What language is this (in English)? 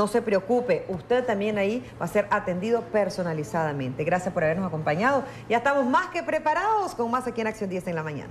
Spanish